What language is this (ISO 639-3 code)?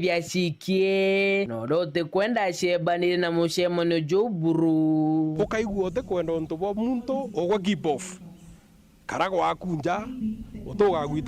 mer